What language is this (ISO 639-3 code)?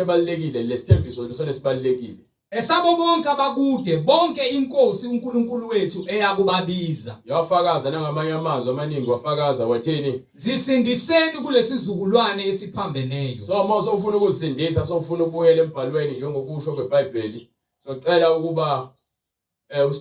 zul